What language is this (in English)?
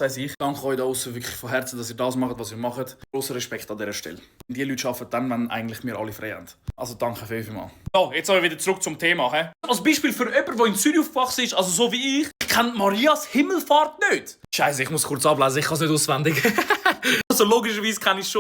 Swiss German